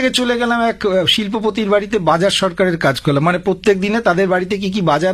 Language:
Bangla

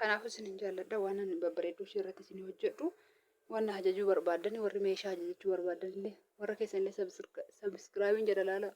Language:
Oromo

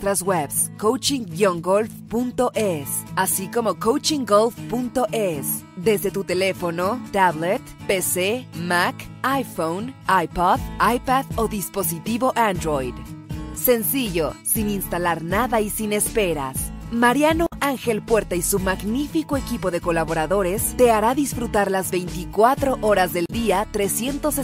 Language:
Spanish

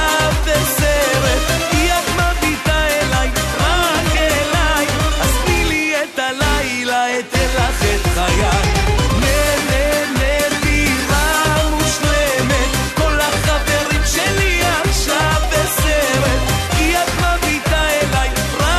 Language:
Hebrew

